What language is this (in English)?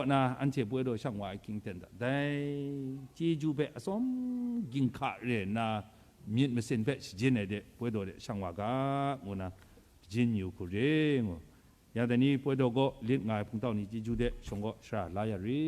Kachin